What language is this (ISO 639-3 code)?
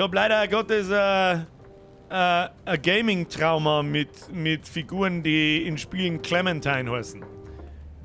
bar